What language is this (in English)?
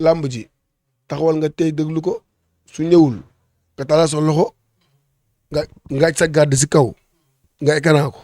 Wolof